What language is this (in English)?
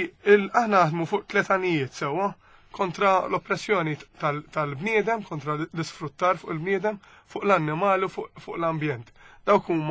Maltese